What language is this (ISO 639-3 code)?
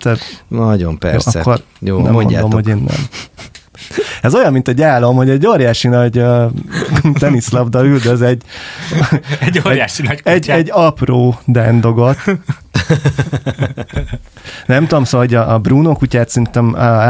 hun